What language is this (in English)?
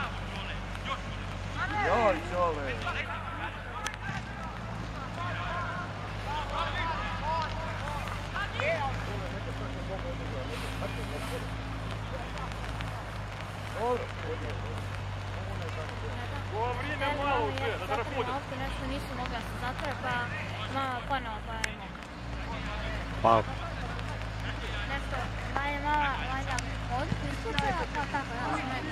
Croatian